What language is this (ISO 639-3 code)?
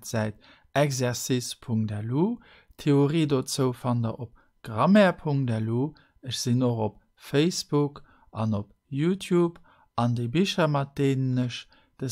ltz